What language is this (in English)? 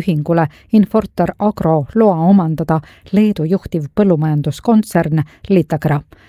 Estonian